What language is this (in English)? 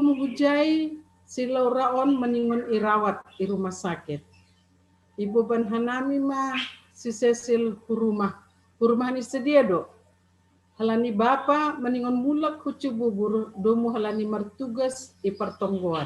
Batak Simalungun